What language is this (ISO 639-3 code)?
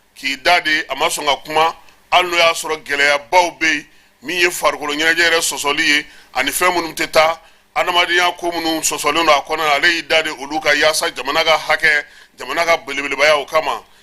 bam